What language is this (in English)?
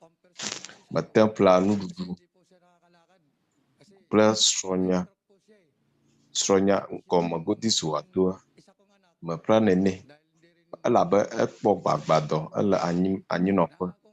Ewe